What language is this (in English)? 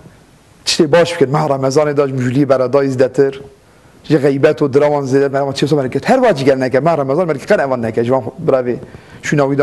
Kurdish